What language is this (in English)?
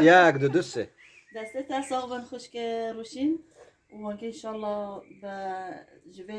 Kurdish